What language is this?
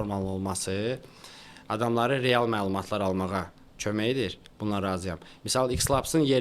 Azerbaijani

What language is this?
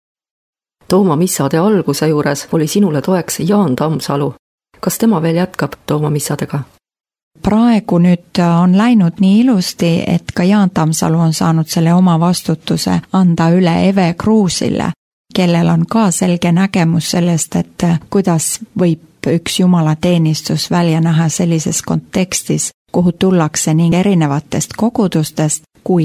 Estonian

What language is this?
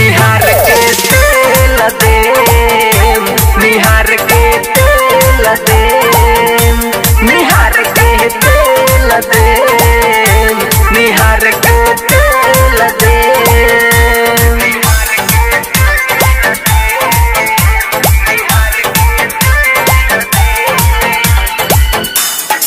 Bhojpuri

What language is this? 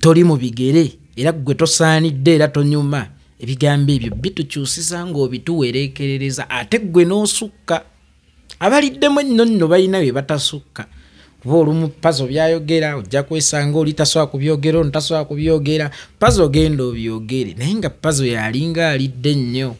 Ganda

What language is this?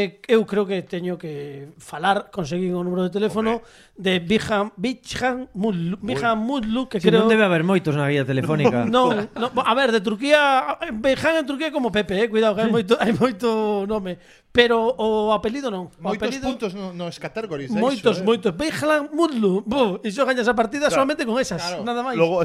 Galician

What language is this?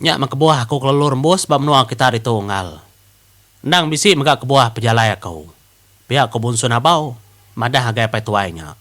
Iban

